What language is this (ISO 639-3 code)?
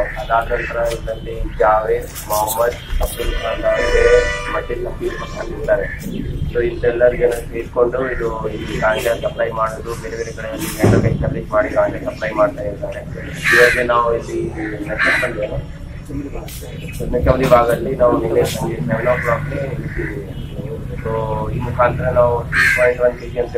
kan